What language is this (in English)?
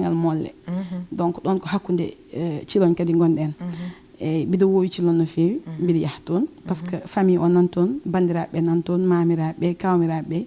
Fula